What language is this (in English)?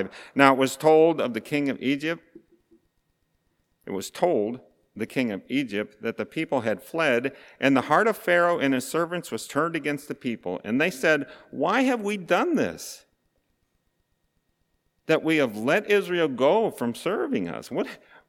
English